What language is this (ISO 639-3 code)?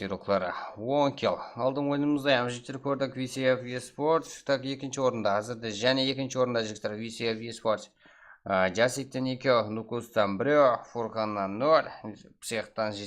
kaa